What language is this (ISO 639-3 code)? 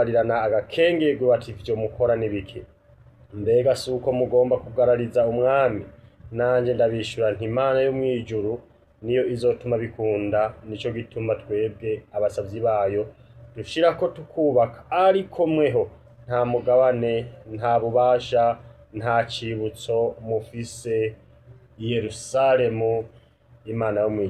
run